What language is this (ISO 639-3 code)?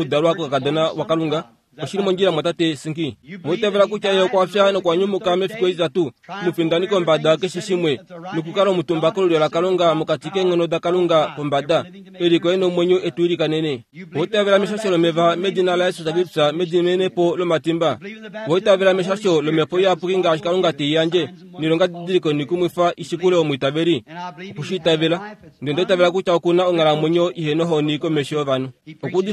kua